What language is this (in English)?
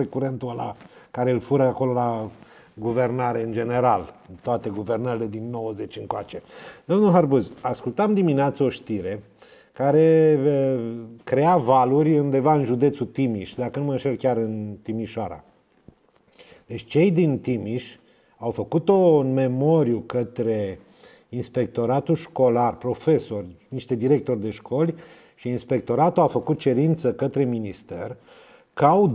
Romanian